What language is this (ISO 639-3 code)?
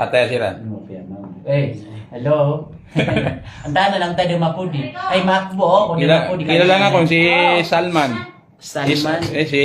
mrw